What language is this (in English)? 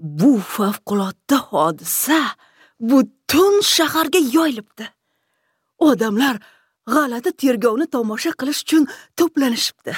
Uzbek